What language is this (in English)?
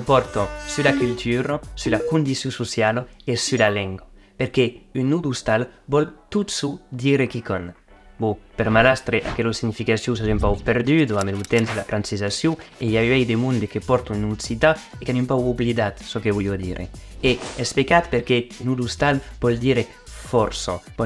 Occitan